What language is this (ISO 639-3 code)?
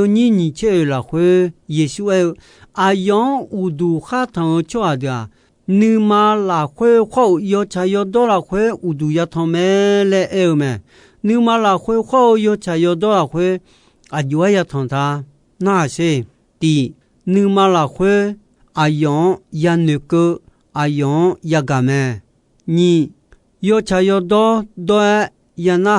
ahk